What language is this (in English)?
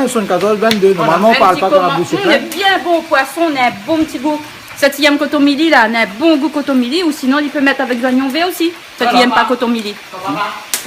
Réunion Creole French